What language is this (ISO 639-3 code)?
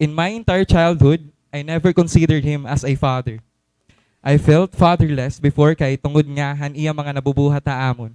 war